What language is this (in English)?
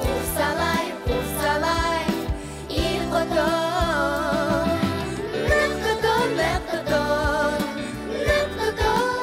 Bashkir